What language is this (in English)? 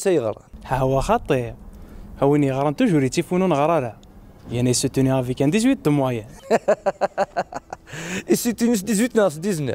Kabyle